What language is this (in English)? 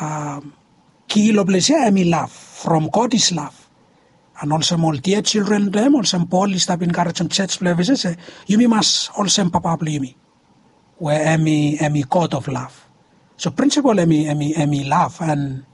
Bislama